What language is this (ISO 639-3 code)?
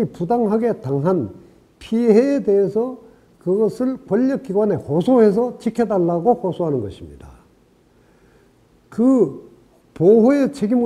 kor